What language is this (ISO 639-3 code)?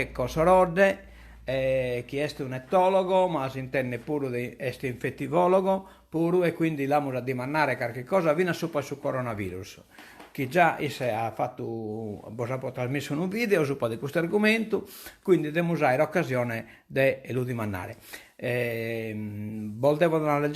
srd